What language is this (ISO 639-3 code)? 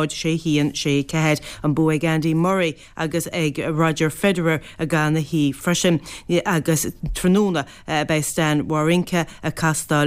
gle